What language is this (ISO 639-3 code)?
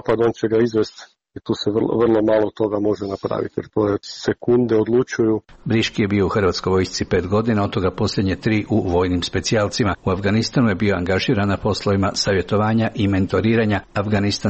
hrv